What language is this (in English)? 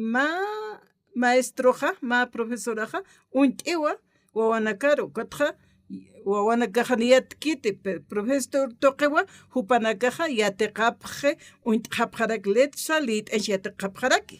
Aymara